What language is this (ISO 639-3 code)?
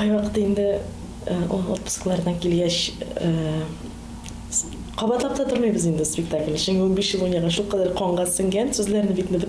tat